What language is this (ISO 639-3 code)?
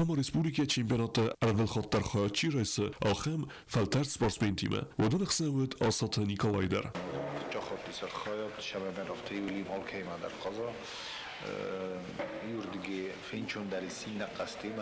oss